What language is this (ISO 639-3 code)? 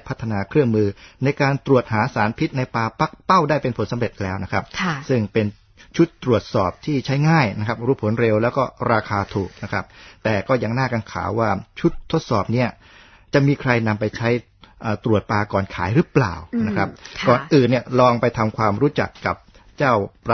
tha